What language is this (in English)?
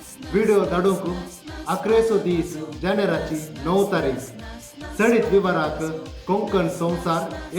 Konkani